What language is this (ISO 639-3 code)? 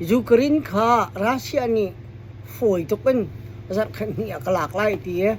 cnh